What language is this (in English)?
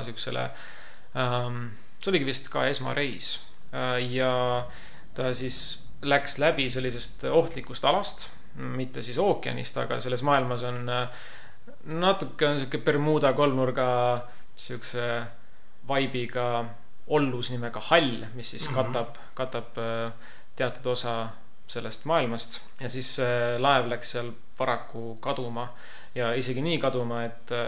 Estonian